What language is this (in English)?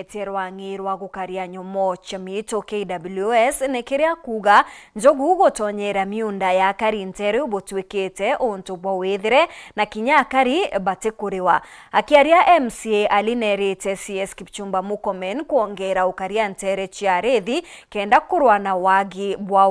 Meru